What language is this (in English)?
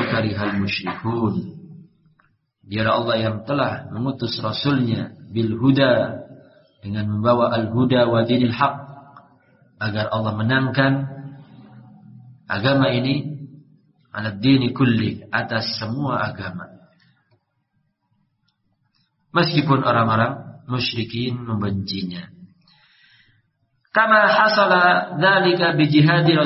Indonesian